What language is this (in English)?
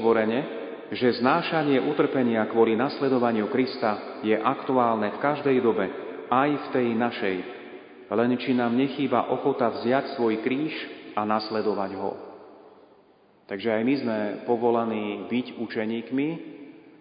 Slovak